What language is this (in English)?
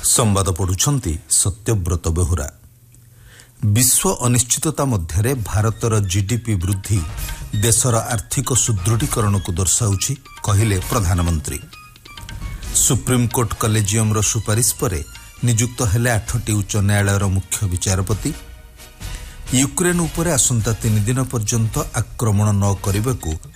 Odia